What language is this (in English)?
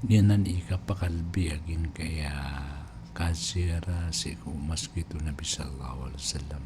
Maranao